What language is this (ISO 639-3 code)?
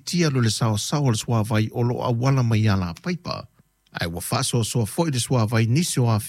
smo